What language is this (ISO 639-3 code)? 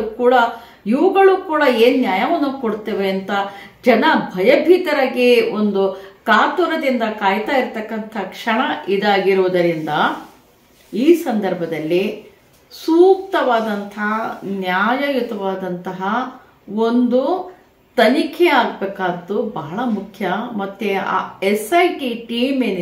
kan